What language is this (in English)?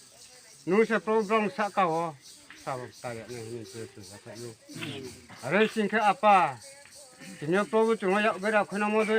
Riang (India)